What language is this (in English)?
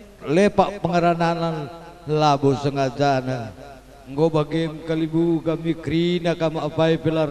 Batak Karo